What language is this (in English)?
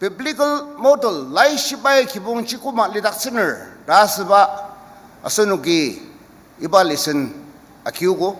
Ao Naga